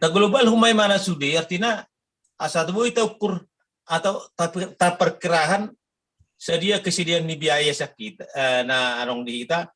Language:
Batak Toba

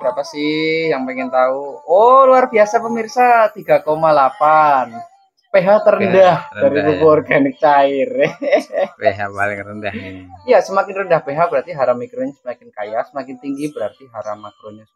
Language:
Indonesian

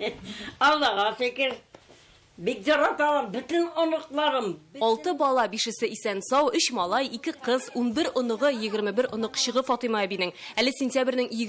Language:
Tatar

